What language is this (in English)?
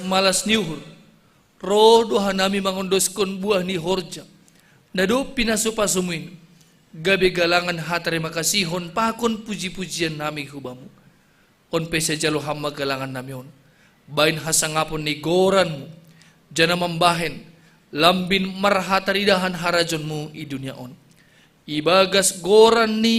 Batak Simalungun